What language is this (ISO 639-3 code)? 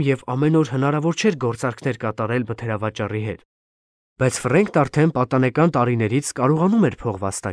hye